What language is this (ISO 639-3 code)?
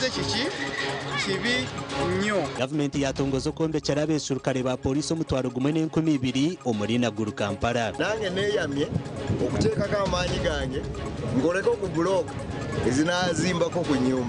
nyn